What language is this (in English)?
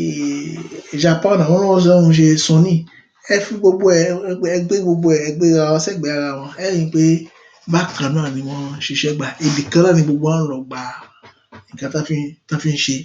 Yoruba